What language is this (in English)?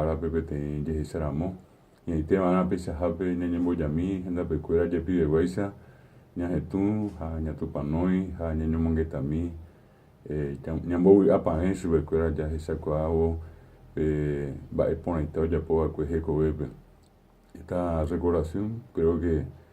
Guarani